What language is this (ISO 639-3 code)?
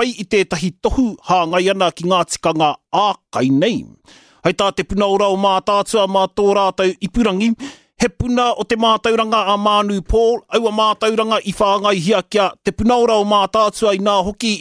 mri